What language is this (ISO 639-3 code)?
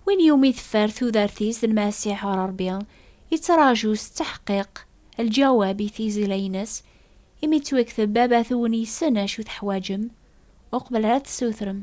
kab